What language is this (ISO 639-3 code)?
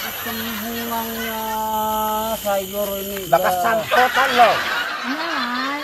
bjn